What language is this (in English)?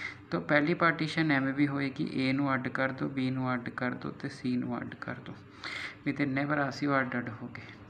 Punjabi